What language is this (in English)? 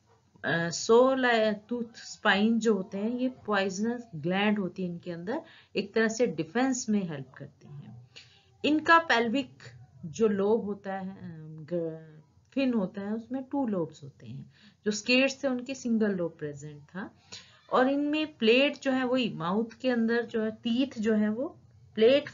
Hindi